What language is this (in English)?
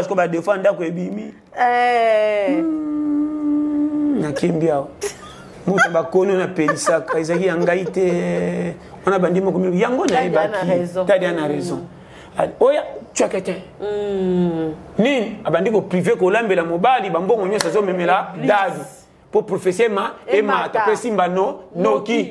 Lingala